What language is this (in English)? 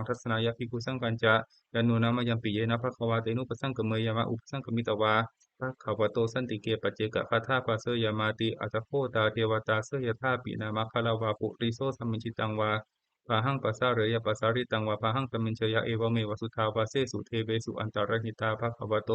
Pali